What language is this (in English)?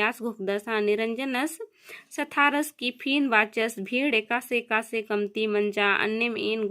Kurukh